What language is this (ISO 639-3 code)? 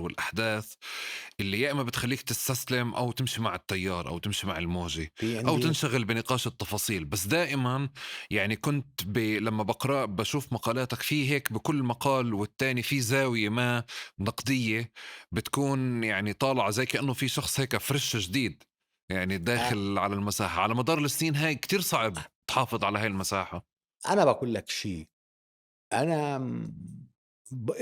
apc